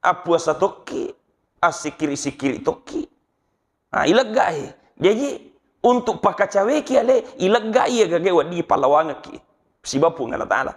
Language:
Buginese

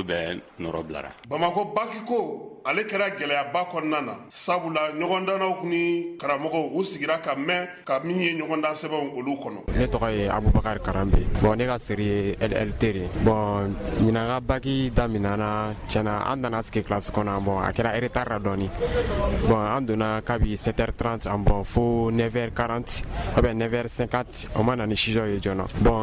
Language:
Bambara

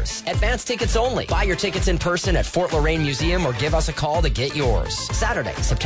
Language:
English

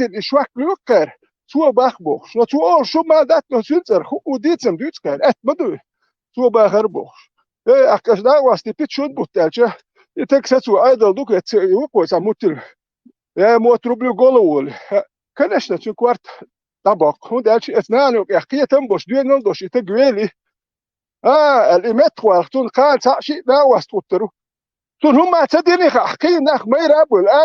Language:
Chechen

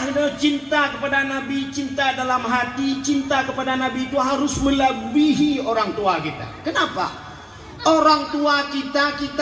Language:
Achinese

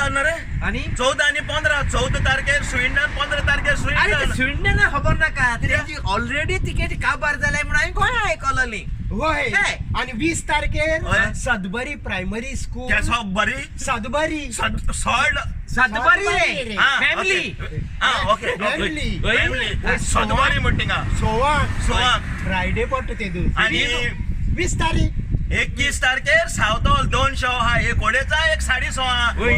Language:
Konkani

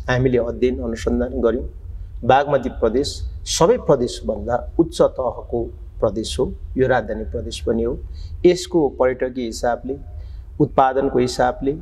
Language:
Nepali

